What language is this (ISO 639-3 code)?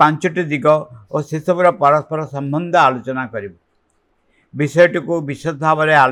ori